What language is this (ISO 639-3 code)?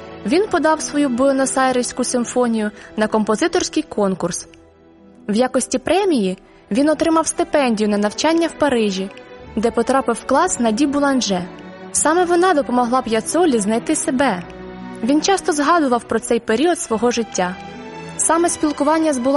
ukr